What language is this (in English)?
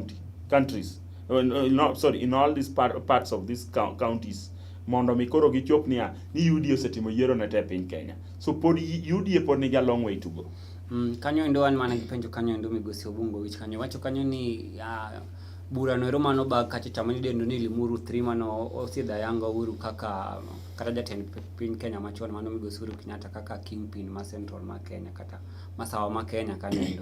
Luo (Kenya and Tanzania)